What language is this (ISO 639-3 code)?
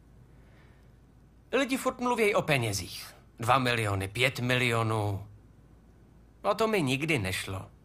ces